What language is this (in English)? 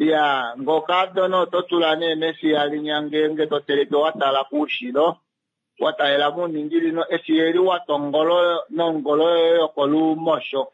Kuanyama